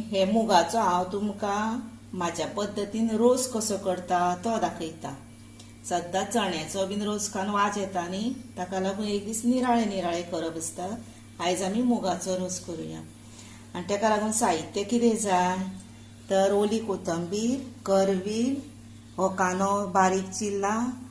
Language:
Konkani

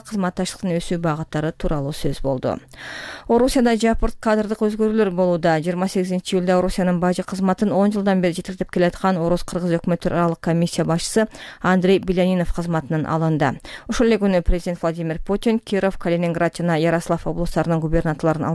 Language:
Kyrgyz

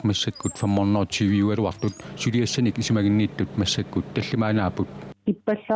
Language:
Kalaallisut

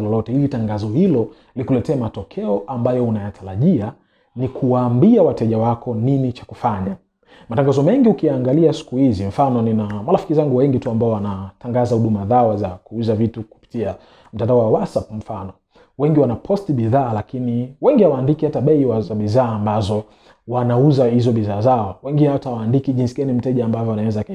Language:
Swahili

